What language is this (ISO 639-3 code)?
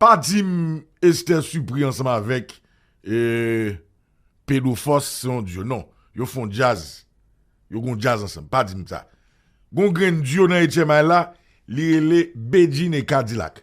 hat